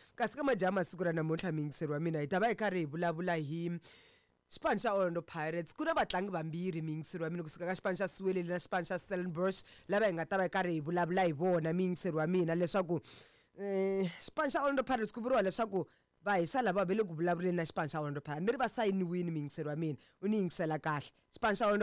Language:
Tsonga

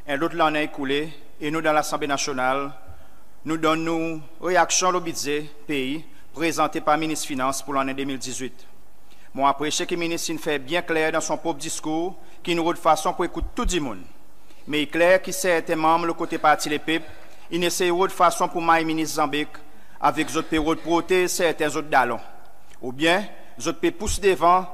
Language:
Seselwa Creole French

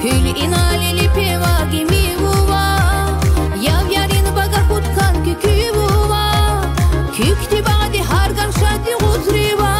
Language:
Tabassaran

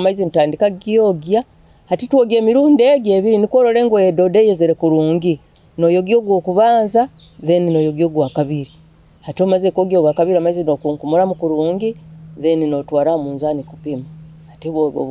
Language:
Nyoro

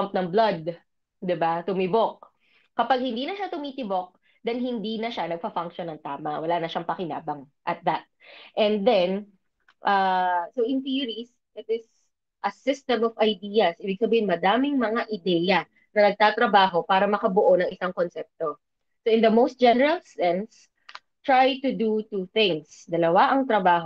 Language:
Filipino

